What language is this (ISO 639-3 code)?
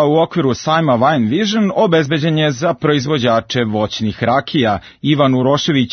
srp